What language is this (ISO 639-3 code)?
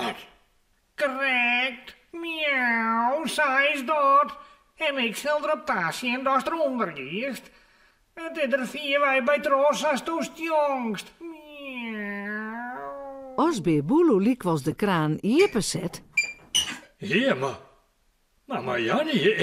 fry